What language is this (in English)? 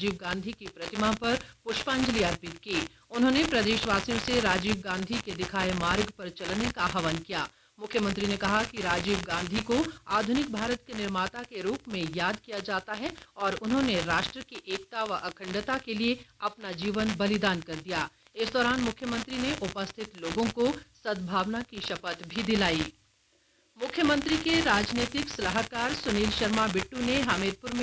Hindi